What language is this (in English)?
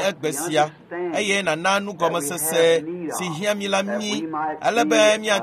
Ewe